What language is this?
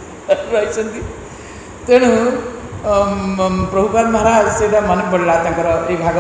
Odia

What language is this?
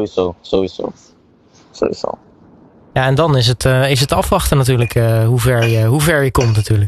Dutch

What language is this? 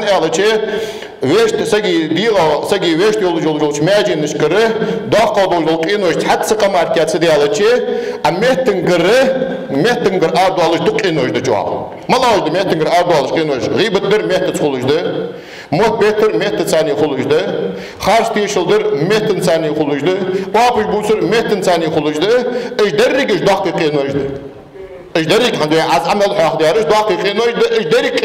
Ingush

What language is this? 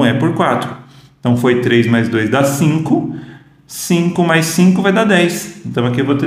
Portuguese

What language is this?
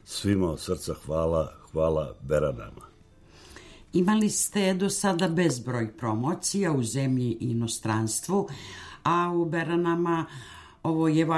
Serbian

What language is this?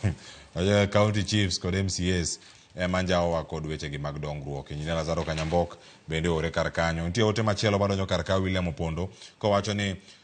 Luo (Kenya and Tanzania)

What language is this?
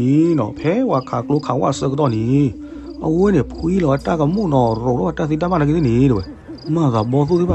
S'gaw Karen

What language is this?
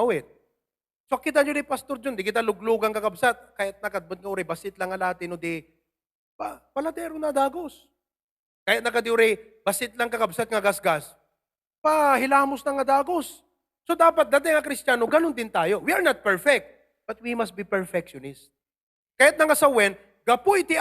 Iloko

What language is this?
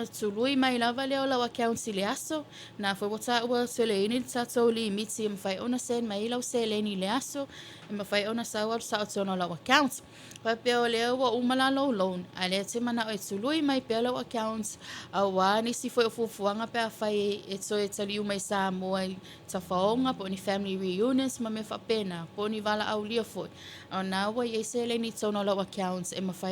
Samoan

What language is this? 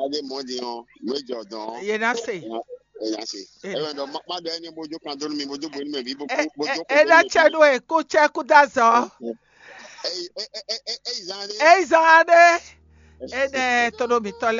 Fon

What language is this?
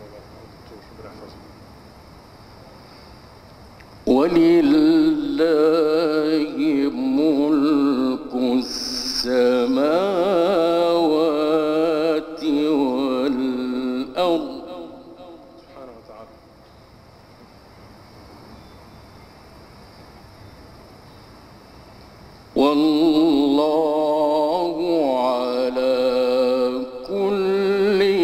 Arabic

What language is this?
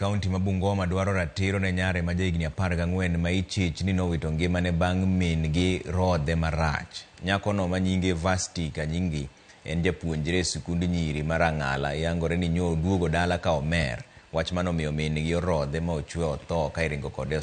Luo (Kenya and Tanzania)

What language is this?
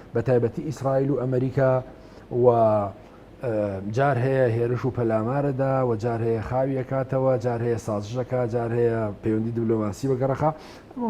Central Kurdish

